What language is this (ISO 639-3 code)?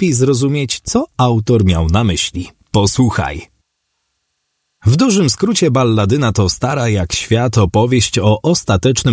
pol